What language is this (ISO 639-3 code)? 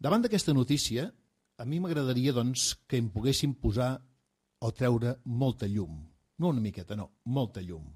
cat